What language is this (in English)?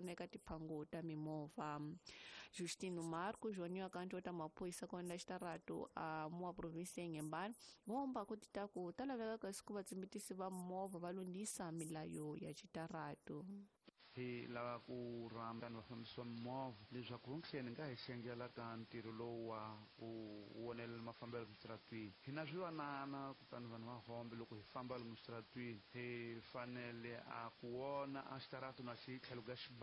Tsonga